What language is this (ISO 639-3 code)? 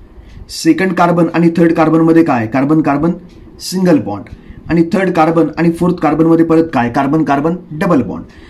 mar